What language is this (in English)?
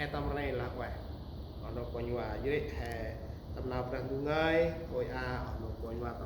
Central Mnong